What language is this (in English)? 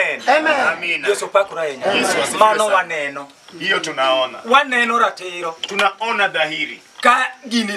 Luo (Kenya and Tanzania)